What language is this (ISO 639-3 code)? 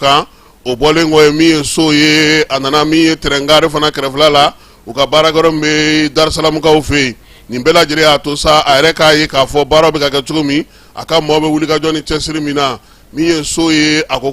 bam